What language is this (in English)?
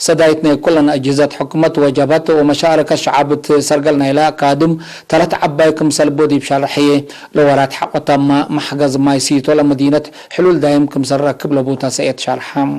Tigre